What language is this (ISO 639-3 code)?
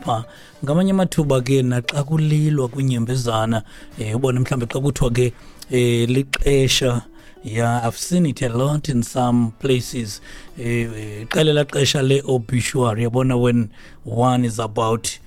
xho